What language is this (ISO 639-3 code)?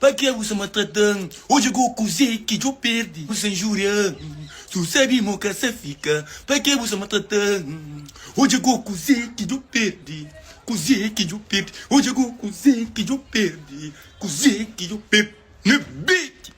kea